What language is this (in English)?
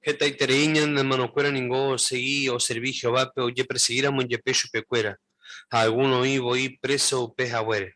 Guarani